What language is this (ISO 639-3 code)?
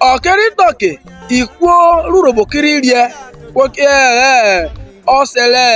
urh